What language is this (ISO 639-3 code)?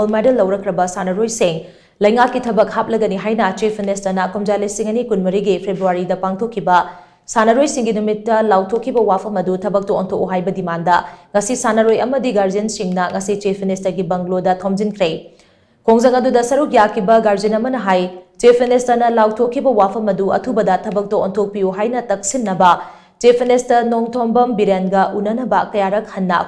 mni